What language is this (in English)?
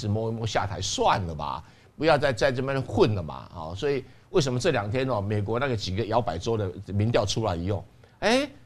Chinese